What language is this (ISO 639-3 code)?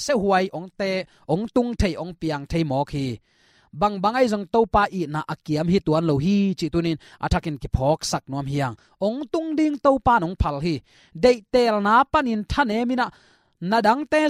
ctd